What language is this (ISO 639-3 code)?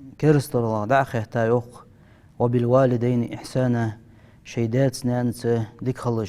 inh